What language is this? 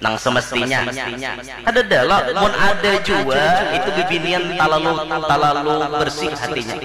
Banjar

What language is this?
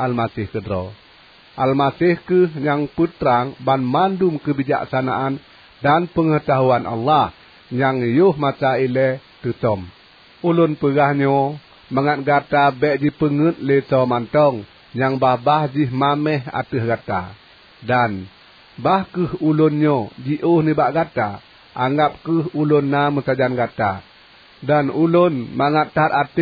Achinese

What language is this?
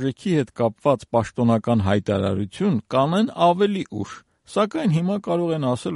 Armenian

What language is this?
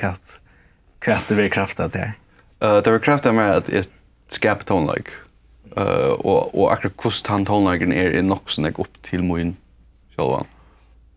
Faroese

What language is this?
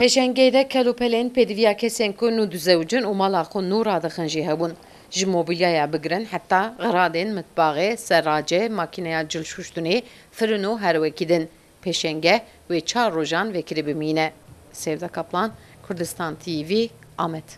Kurdish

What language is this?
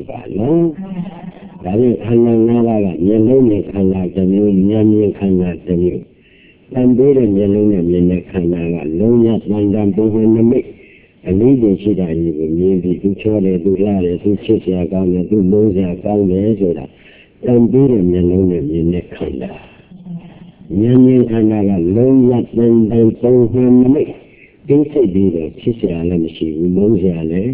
Burmese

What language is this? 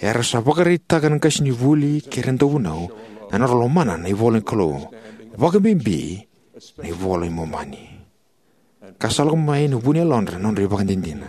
Fijian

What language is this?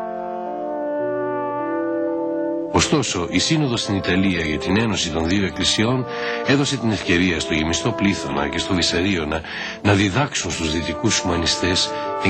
Greek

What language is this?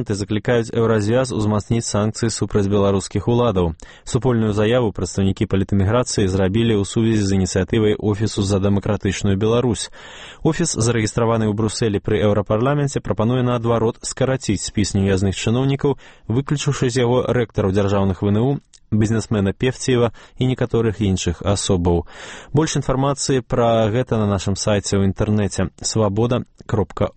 Belarusian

